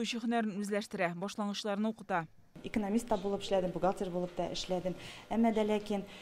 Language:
Tatar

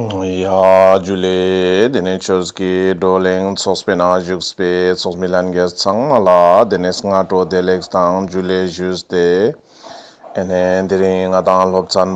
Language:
Ladakhi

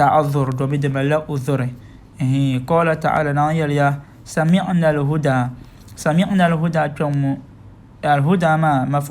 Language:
Dagbani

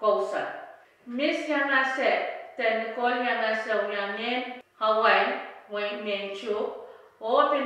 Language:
Pohnpeian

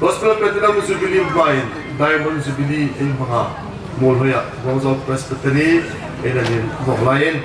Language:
Hmar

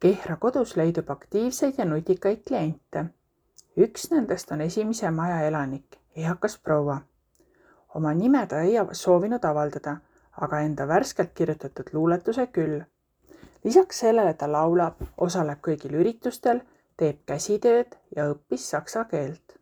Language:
Estonian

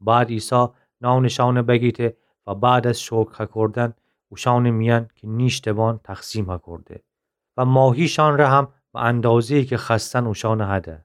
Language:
Gilaki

